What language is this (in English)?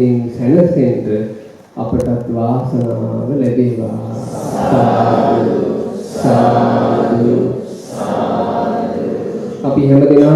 Sinhala